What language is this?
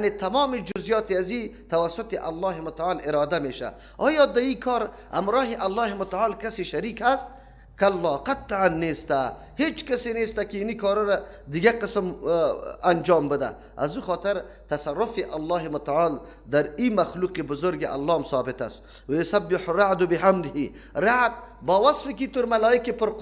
Persian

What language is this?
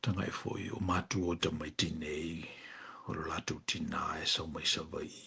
Samoan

